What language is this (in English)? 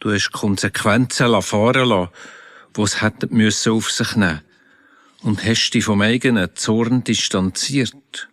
Swiss German